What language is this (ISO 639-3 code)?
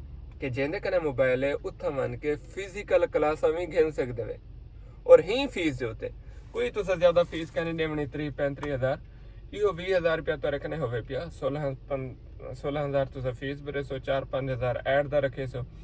skr